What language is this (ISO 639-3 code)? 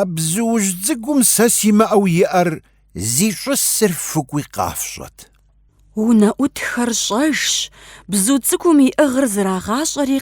kbd